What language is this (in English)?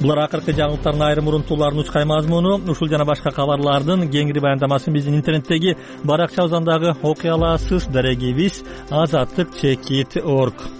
Kyrgyz